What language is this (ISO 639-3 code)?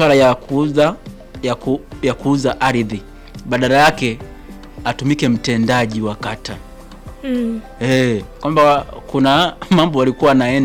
swa